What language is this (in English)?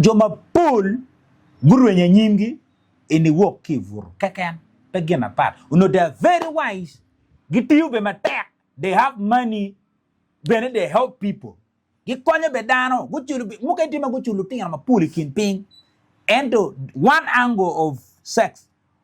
Acoli